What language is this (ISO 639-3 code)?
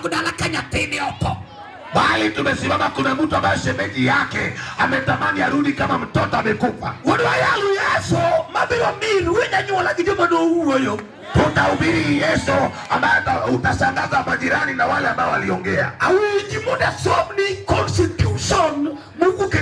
luo